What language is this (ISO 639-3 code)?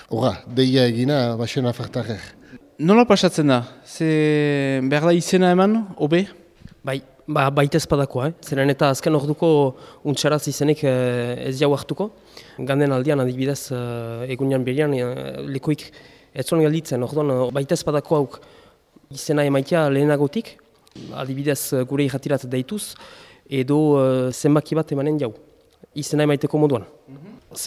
eus